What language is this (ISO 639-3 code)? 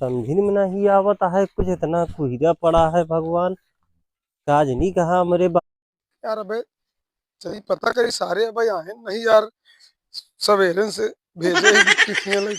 awa